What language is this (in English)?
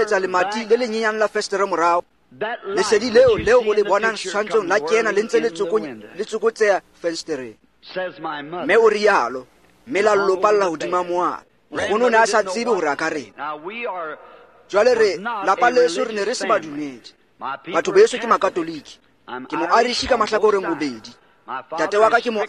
Tswana